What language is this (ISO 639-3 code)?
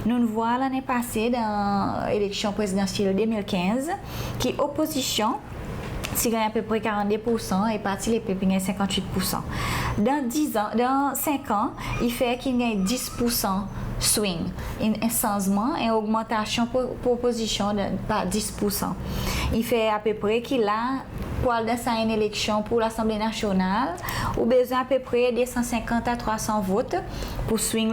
crs